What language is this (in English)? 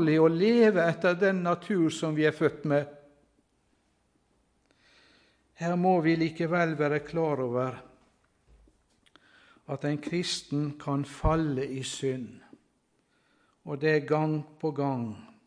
Norwegian